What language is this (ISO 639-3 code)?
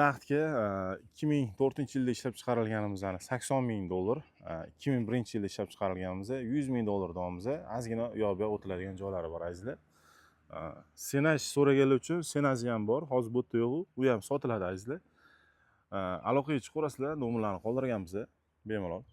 uzb